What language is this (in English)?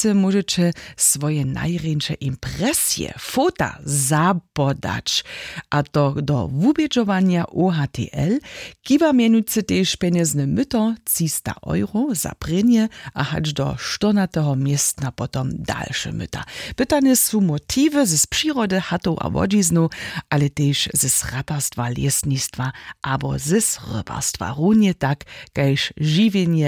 Upper Sorbian